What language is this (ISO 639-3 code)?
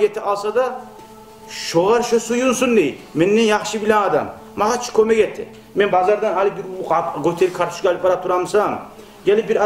kum